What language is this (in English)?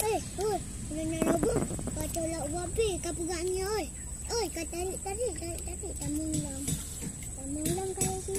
Achinese